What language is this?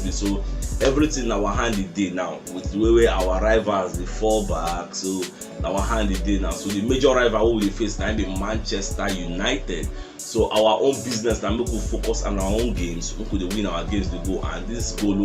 Nigerian Pidgin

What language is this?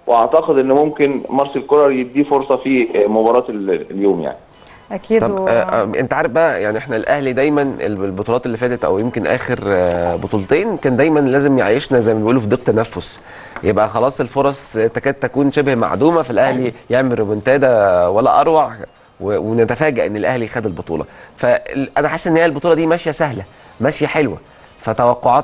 Egyptian Arabic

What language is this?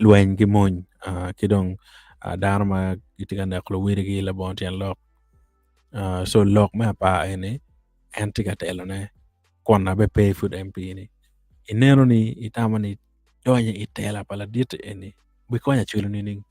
Acoli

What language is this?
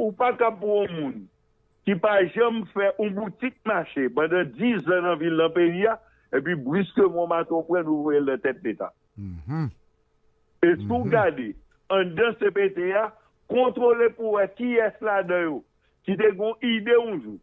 Haitian Creole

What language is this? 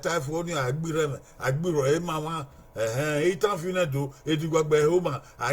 Bini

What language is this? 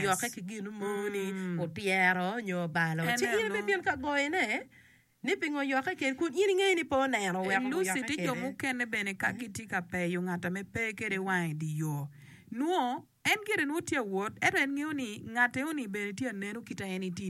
Acoli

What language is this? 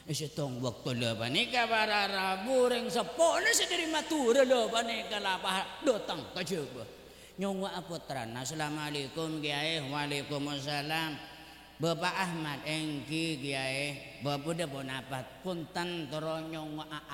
Madurese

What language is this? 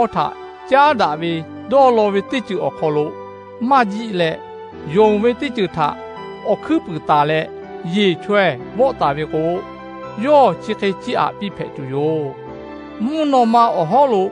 Lahu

